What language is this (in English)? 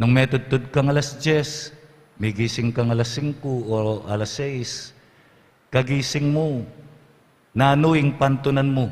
Pampanga